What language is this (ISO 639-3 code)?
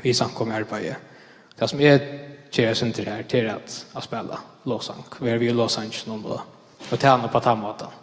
fao